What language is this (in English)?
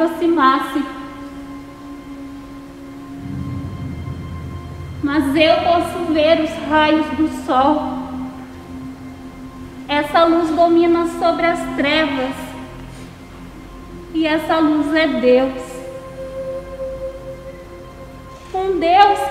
Portuguese